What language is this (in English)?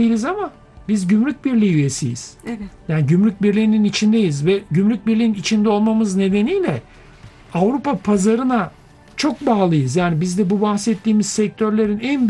Turkish